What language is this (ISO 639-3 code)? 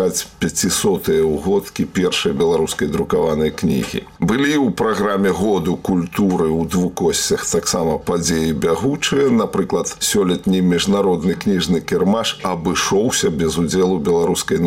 bel